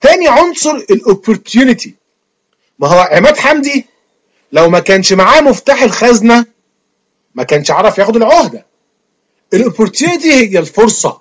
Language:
Egyptian Arabic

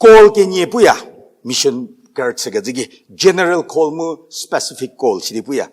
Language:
Angami Naga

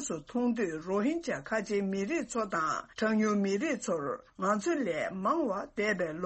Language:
Tibetan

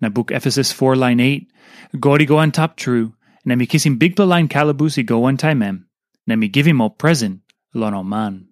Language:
Tok Pisin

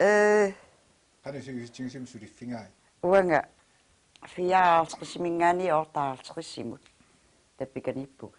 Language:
Kalaallisut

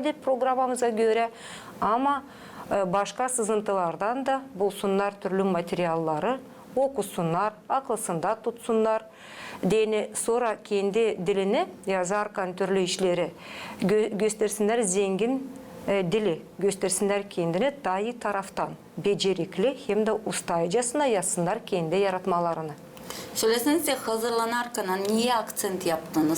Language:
Gagauz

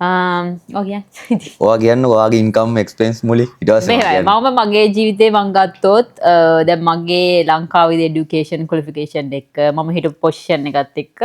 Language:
Sinhala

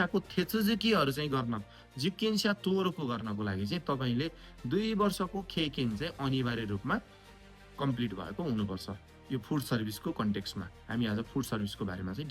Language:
Nepali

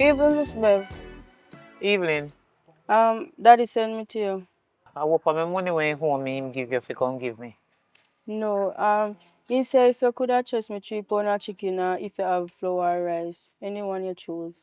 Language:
Jamaican Creole English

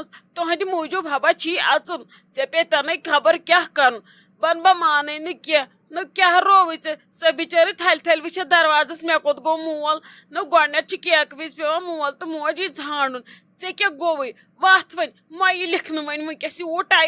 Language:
Kashmiri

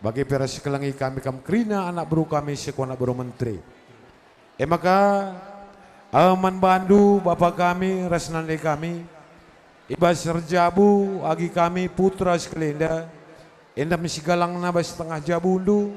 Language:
Batak Karo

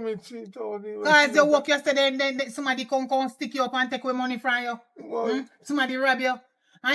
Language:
Jamaican Creole English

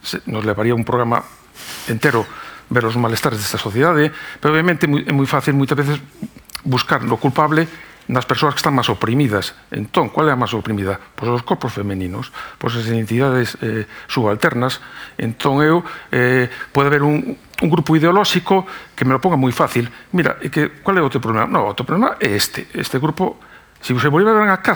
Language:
Galician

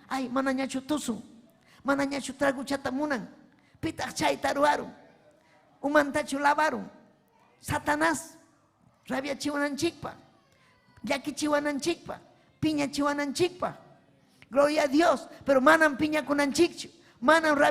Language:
Ayacucho Quechua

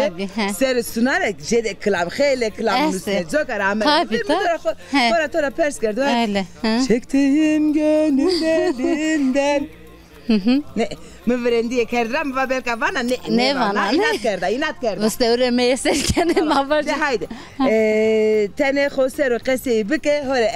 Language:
Zaza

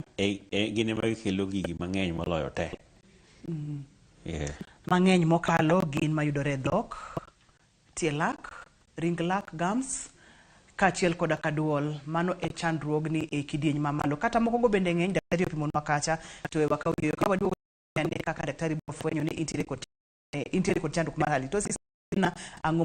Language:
Luo (Kenya and Tanzania)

